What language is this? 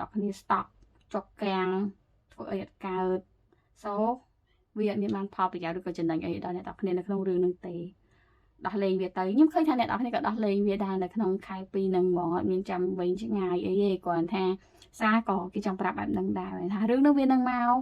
Khmer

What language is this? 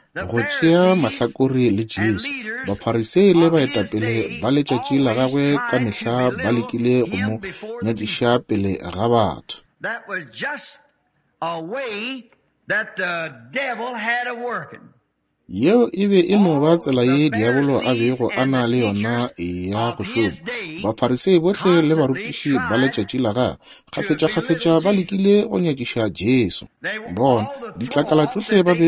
Northern Sotho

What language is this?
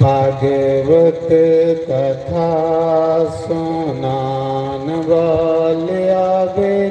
Dogri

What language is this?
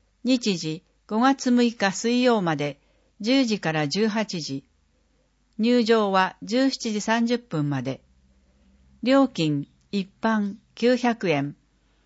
Japanese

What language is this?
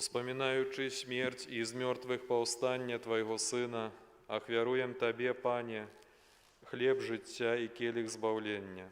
Belarusian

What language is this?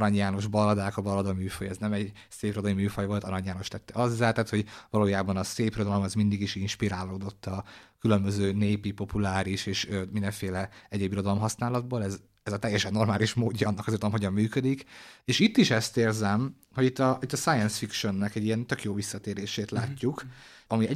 Hungarian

